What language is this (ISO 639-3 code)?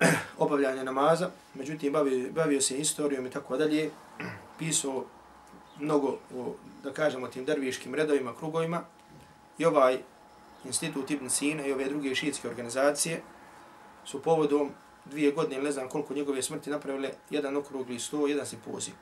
bos